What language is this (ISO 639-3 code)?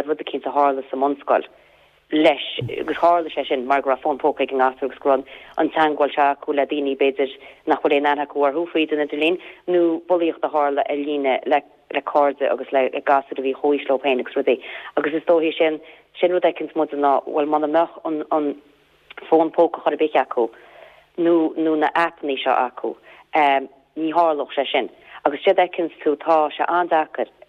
gle